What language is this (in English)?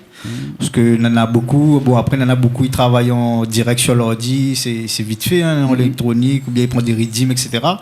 Réunion Creole French